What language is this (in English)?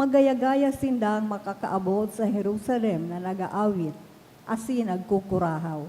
Bikol